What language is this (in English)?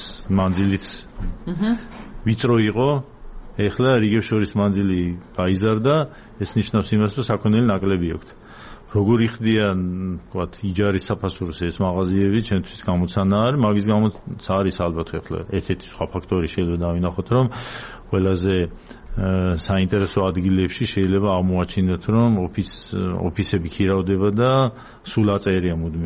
Georgian